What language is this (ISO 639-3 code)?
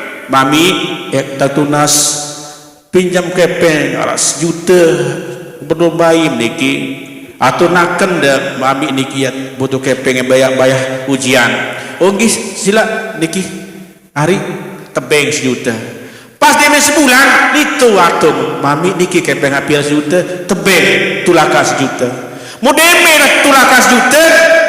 sas